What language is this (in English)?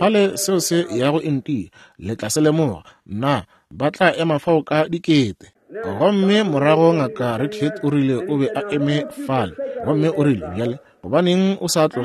Northern Sotho